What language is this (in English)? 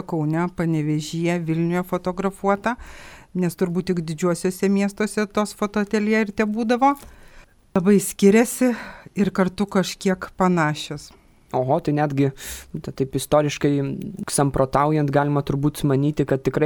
Lithuanian